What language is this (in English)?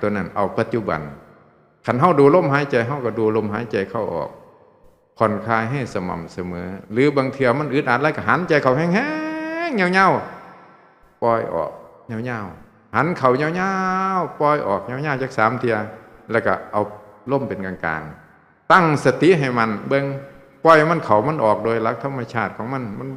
Northeastern Thai